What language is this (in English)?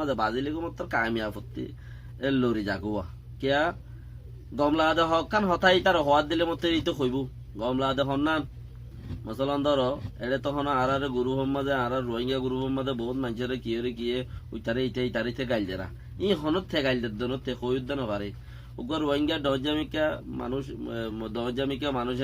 Rohingya